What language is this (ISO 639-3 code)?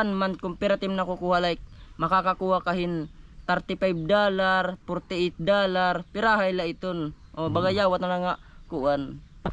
war